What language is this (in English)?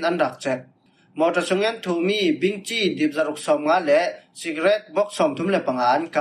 Falam Chin